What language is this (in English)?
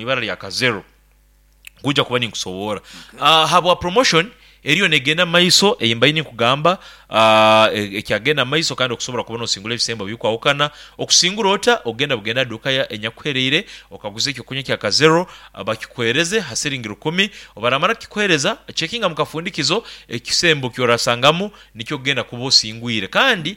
Nyoro